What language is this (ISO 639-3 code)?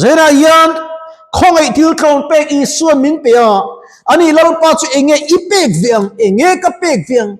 lus